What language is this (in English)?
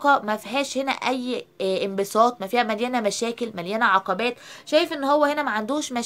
Egyptian Arabic